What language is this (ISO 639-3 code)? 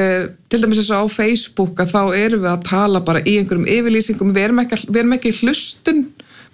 isl